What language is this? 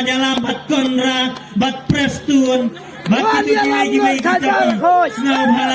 Khasi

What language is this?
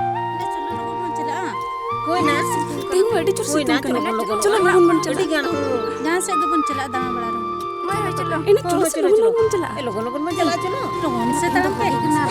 Santali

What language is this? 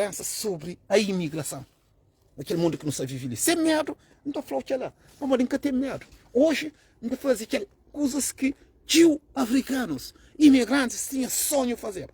Kabuverdianu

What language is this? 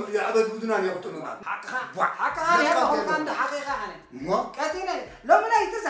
Tigrinya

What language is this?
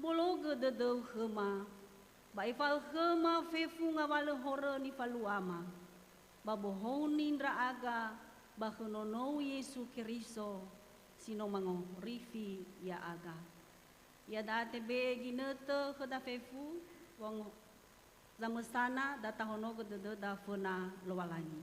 Nias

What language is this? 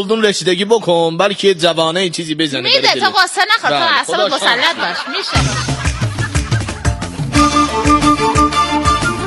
Persian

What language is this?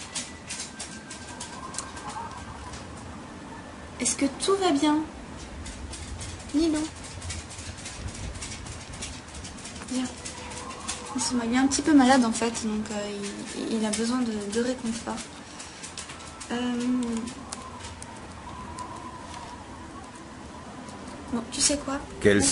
French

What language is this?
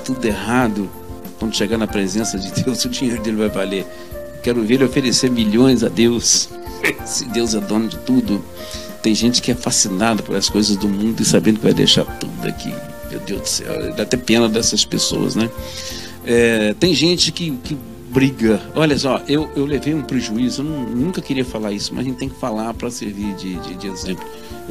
Portuguese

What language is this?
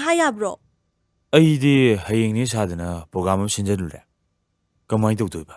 Manipuri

